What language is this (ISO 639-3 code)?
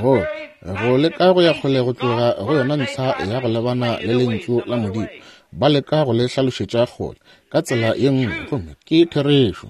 nso